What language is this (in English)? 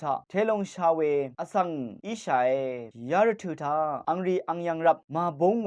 Rawang